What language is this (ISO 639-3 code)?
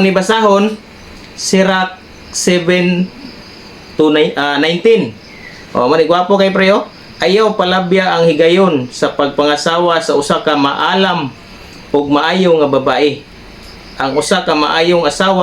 ceb